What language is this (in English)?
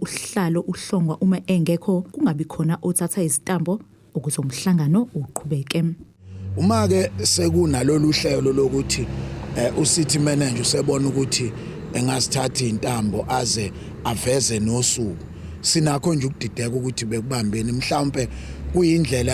Zulu